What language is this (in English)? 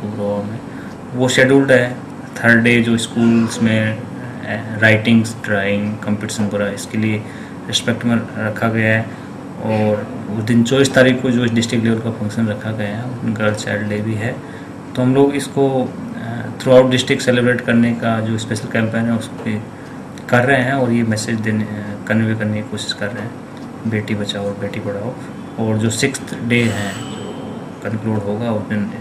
Hindi